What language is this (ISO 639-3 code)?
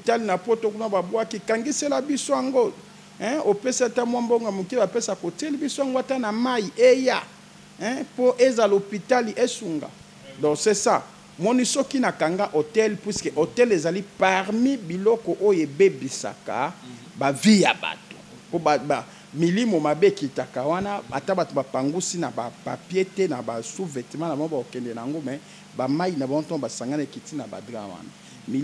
lin